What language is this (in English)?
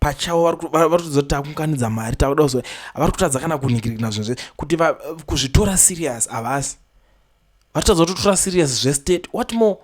Shona